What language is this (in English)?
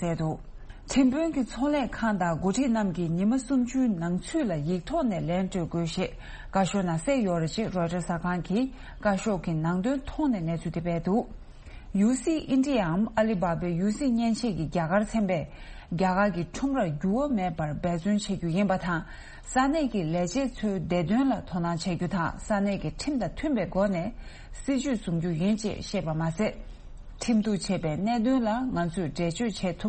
Tibetan